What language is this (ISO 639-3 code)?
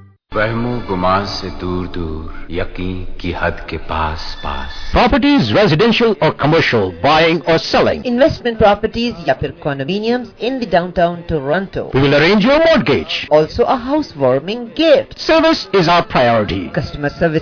pan